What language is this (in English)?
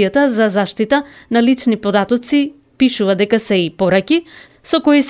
Macedonian